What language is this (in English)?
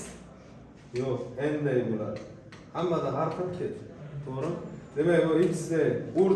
Uzbek